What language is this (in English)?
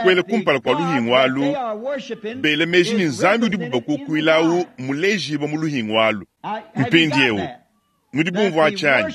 Luba-Lulua